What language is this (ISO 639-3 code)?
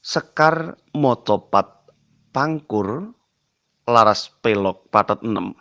jav